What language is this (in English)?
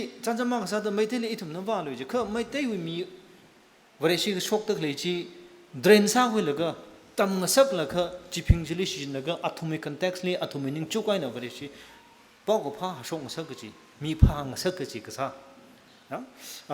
Tangkhul Naga (India)